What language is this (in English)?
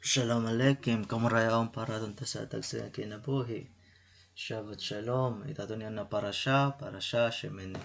Waray